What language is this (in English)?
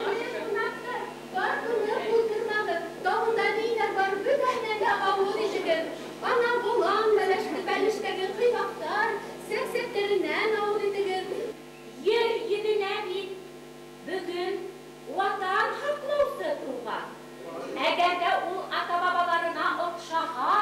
Bashkir